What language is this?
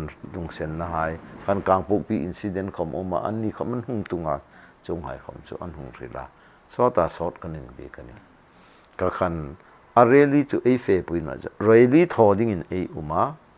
Hmar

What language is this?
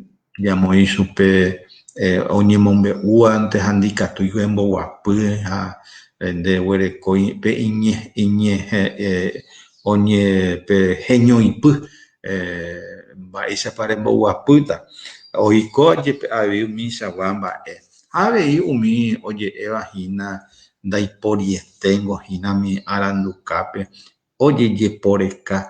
Guarani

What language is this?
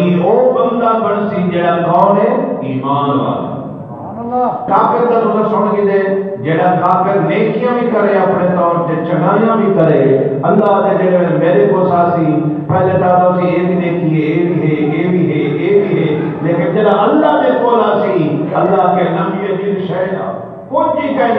Saraiki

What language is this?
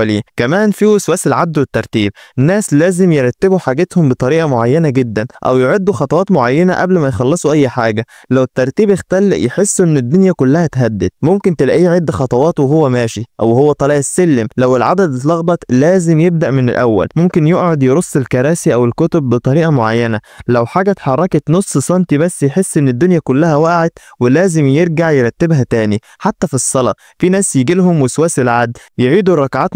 Egyptian Arabic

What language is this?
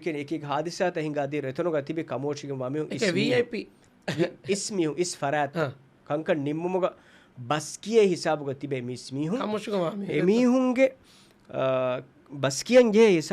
Divehi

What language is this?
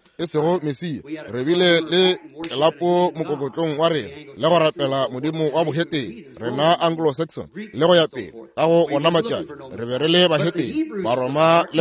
Northern Sotho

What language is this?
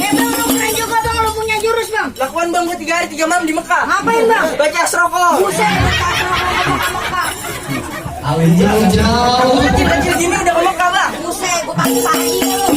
Betawi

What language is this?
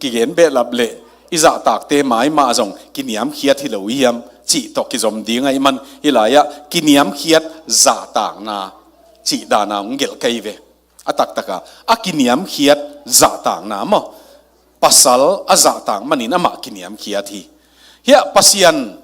Tedim Chin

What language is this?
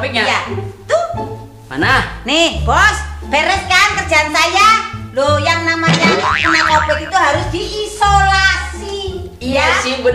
Betawi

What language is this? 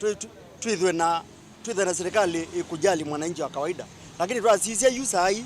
Kamba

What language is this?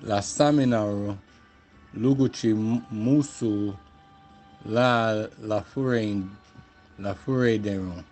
Garifuna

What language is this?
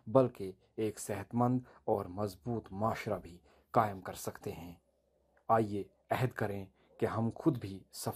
Urdu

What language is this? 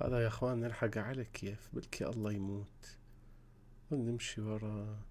Mesopotamian Arabic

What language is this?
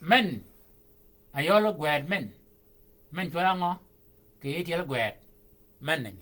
Shilluk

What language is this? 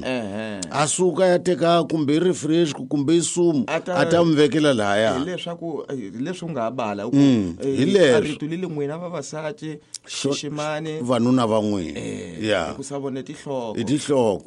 Tsonga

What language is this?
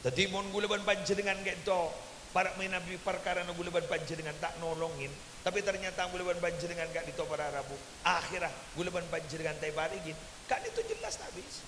Madurese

